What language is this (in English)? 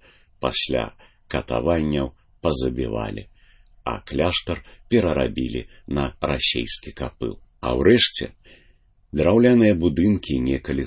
Belarusian